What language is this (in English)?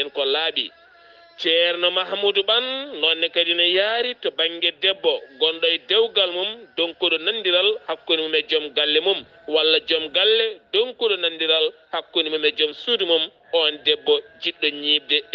Fula